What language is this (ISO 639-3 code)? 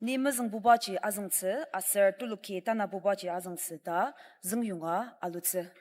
njo